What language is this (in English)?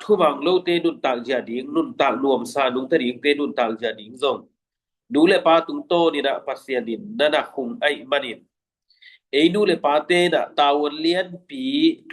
Tedim Chin